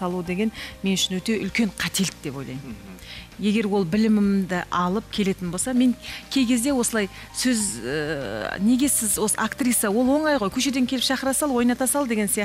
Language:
Kazakh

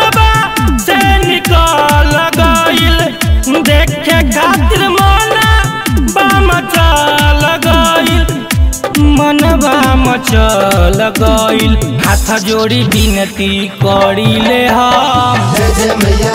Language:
Bhojpuri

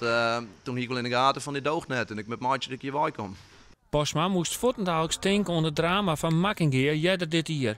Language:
Western Frisian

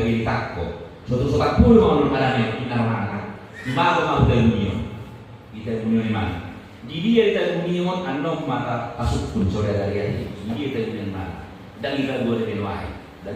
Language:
Batak Toba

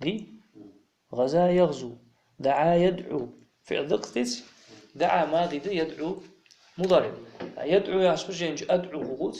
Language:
Ingush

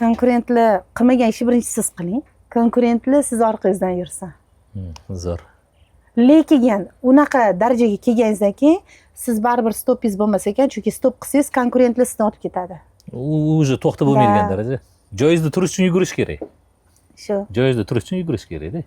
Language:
Uzbek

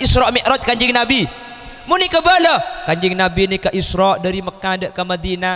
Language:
Madurese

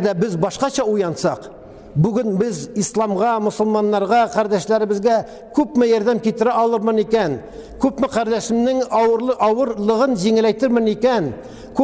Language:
Tatar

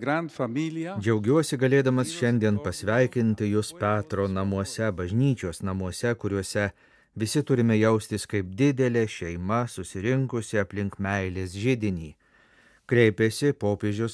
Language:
Lithuanian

